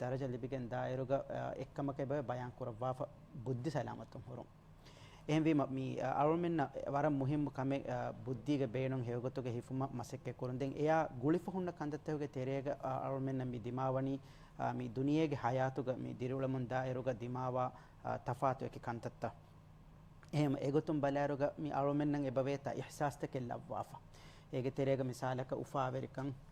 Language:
Divehi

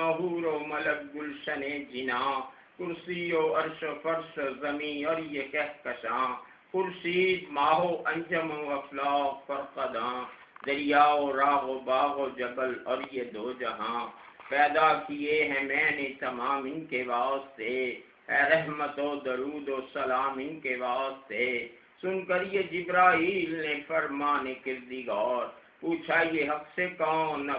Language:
Urdu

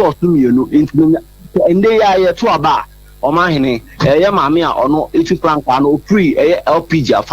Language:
Akan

